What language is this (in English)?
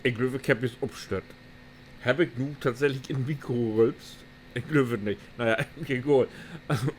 Low German